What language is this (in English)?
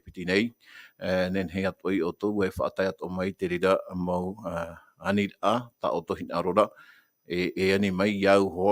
Tahitian